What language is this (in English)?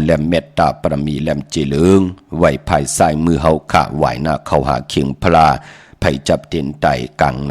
Shan